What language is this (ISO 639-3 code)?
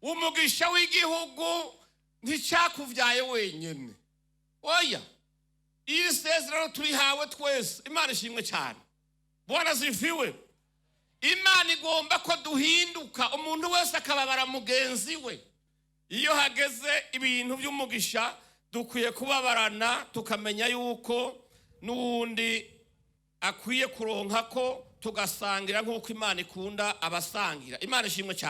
run